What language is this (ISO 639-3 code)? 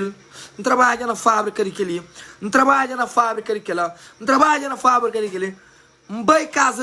kea